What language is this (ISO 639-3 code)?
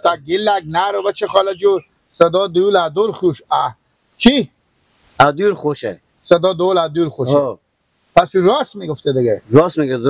fas